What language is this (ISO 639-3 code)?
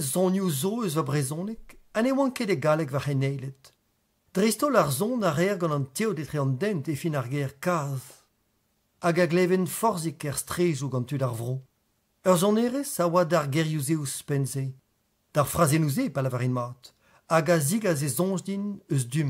bre